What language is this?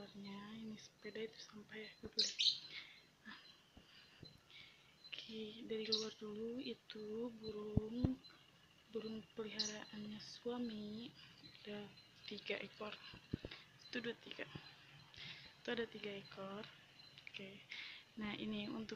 Indonesian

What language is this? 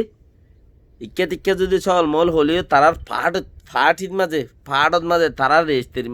Rohingya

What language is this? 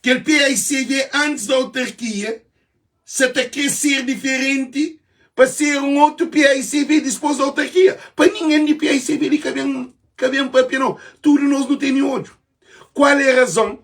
Kabuverdianu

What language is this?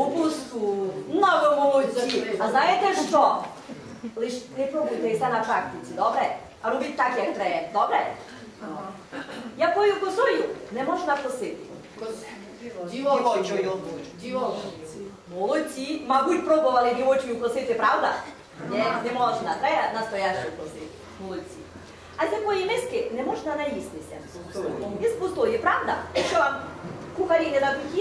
Ukrainian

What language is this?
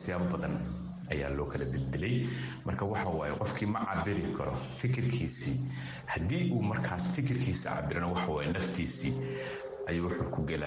Somali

